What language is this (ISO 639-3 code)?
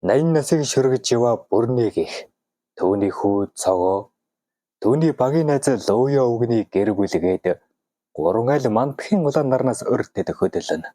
mon